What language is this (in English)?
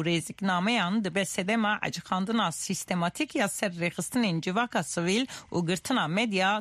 Kurdish